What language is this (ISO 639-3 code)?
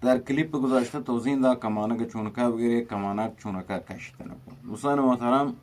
bgp